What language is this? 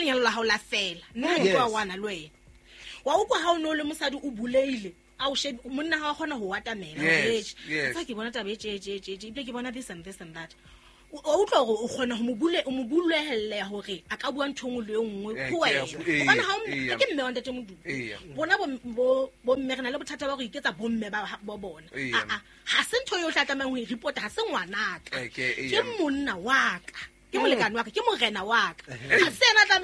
Southern Sotho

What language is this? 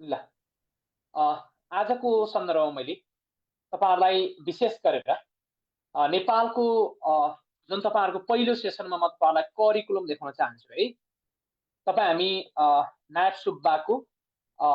Nepali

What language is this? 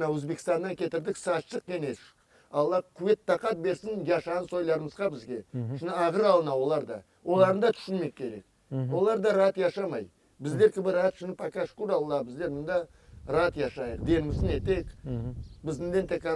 Crimean Tatar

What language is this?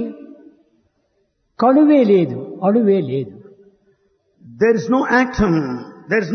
Telugu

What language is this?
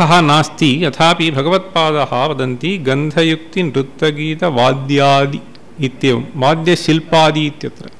Sanskrit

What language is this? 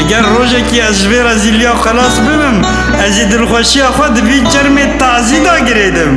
Kurdish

